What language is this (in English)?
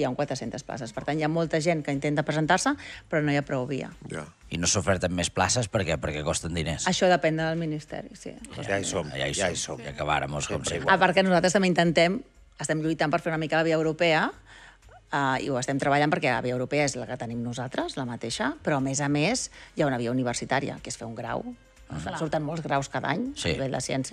Catalan